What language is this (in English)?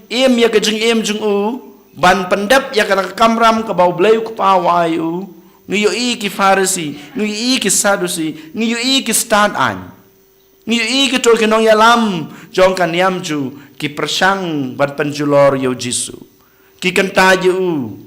Khasi